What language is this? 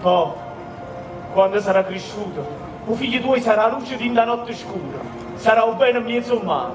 Neapolitan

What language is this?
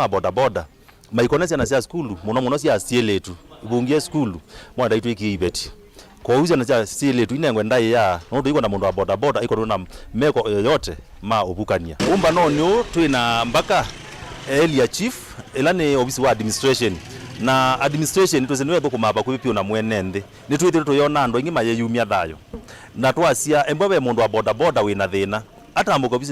Kamba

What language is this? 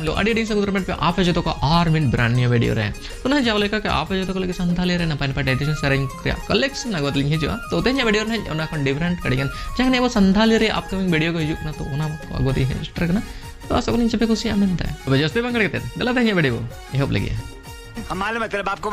Santali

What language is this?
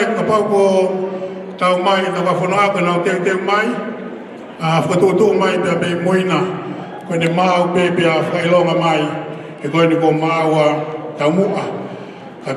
Tongan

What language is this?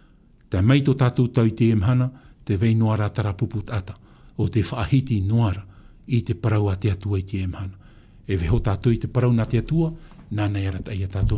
Tahitian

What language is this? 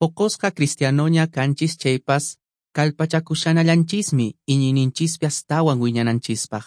Quechua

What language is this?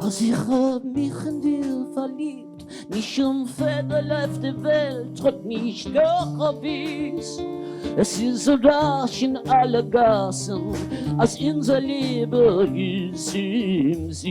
Yiddish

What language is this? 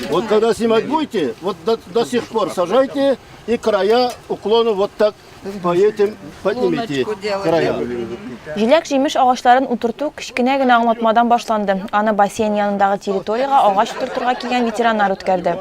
Tatar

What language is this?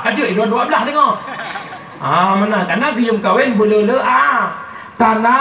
Malay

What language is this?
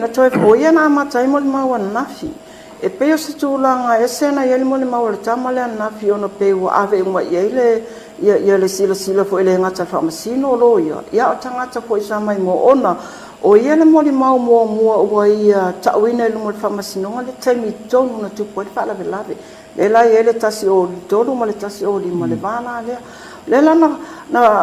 Samoan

